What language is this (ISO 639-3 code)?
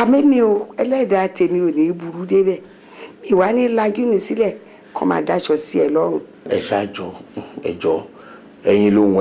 yor